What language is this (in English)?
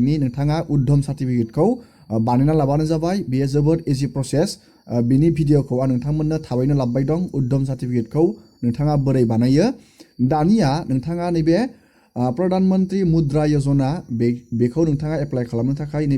Bodo